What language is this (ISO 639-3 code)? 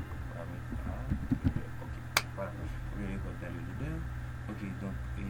hat